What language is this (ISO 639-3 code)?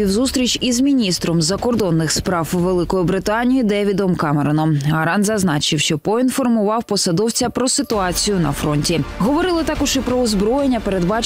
ukr